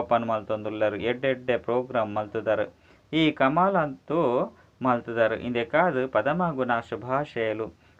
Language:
Tulu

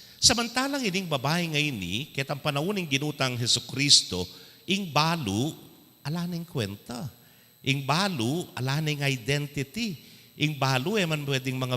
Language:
Pampanga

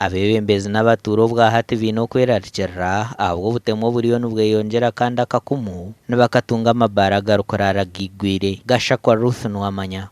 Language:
Nyankole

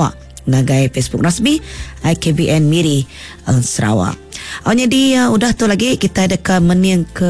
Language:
Iban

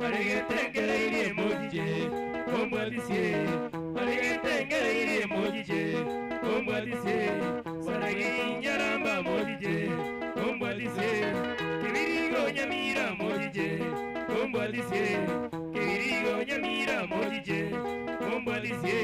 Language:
Gusii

